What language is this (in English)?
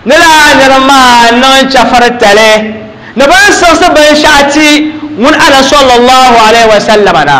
Dagbani